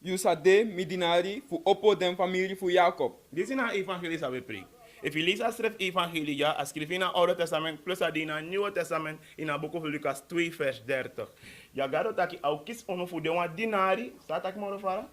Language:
Sranan Tongo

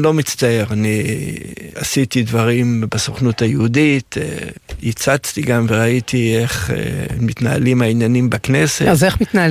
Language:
Hebrew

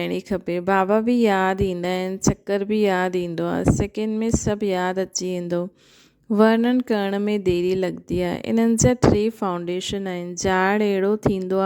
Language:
Sindhi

